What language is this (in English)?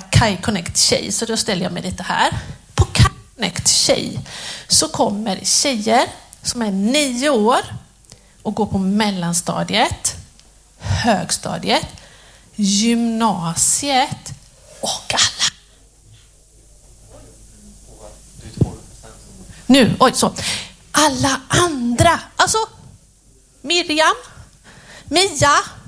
Swedish